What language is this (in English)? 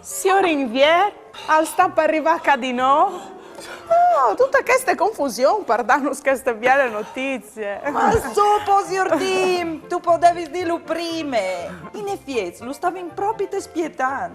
Friulian